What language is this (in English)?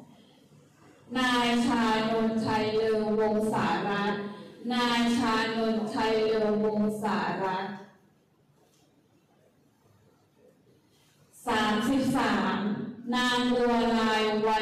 Thai